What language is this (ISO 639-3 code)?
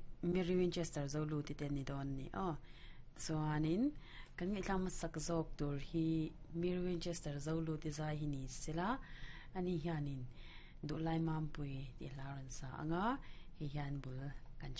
lus